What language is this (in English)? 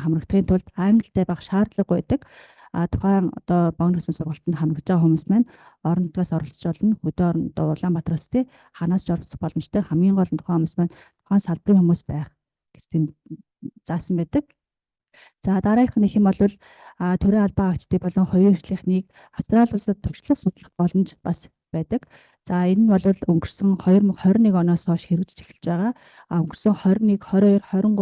Mongolian